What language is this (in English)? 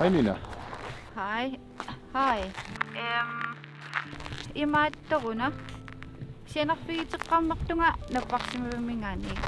Kalaallisut